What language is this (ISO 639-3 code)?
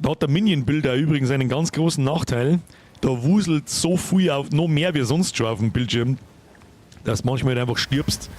bar